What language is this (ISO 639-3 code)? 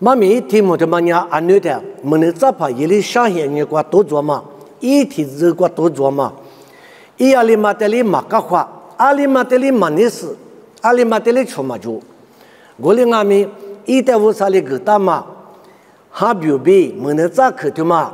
lis